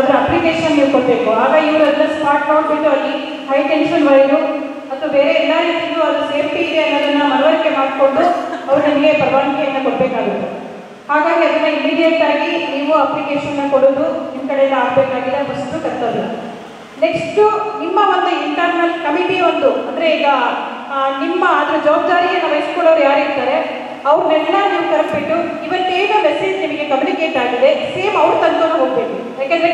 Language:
Kannada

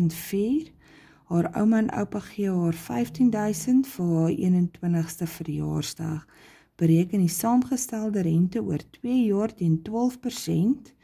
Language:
Afrikaans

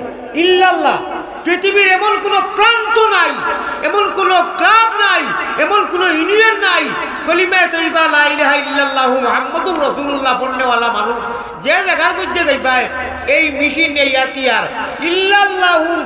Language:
Sylheti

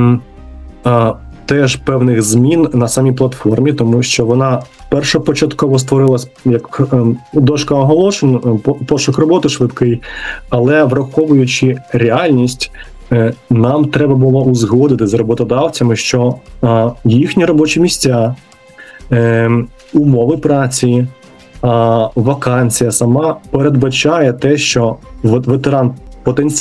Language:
Ukrainian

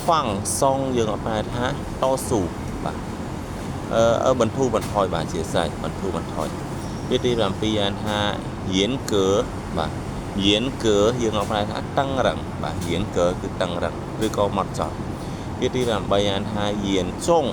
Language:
Khmer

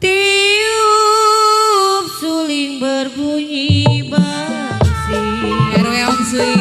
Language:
Betawi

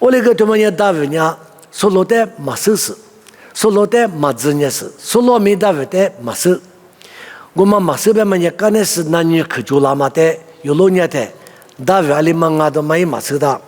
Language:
Lisu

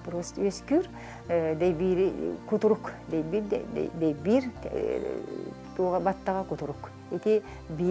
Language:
Yakut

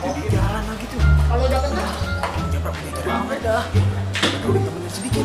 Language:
Betawi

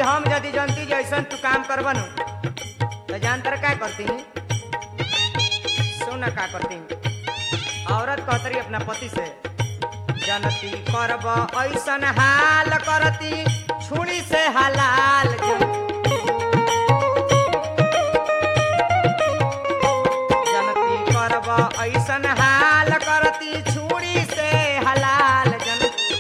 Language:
Bhojpuri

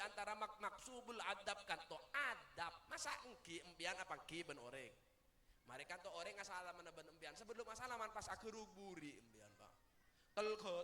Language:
Madurese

